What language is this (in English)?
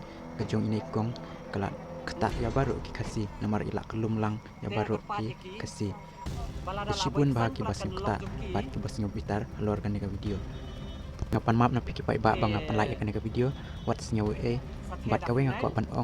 Khasi